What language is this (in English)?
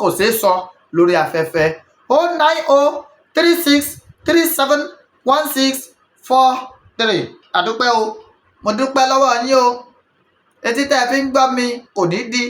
Yoruba